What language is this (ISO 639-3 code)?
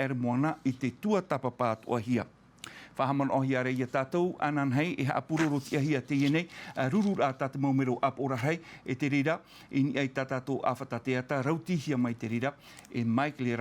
tah